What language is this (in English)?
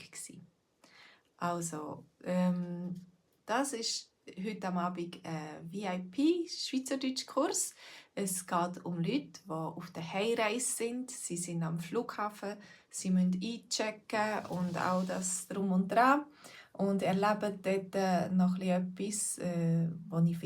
Swiss German